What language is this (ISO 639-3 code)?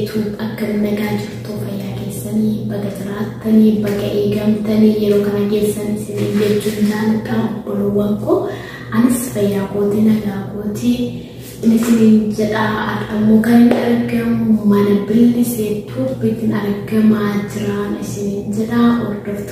orm